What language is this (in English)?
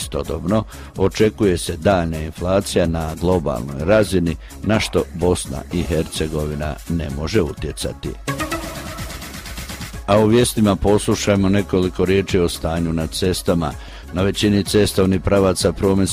Croatian